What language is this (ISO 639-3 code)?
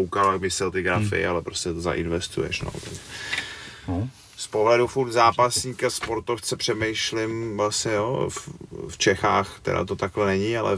ces